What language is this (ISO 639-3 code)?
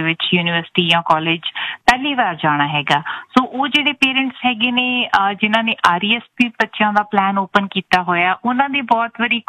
pan